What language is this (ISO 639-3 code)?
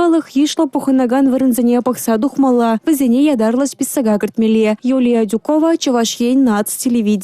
chv